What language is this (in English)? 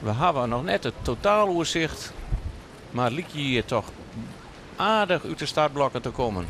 Western Frisian